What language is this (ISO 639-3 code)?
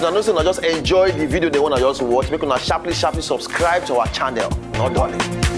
pcm